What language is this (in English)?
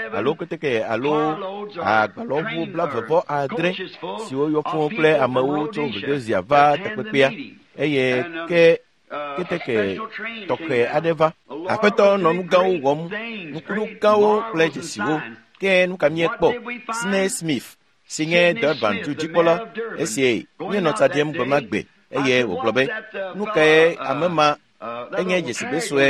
Ewe